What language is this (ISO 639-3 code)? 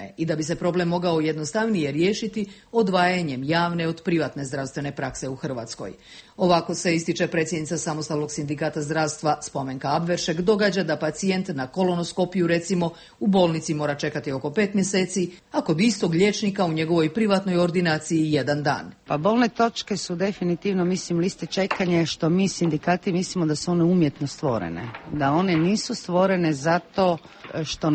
hrv